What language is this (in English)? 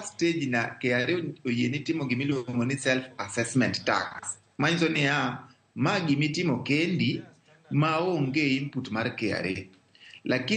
Luo (Kenya and Tanzania)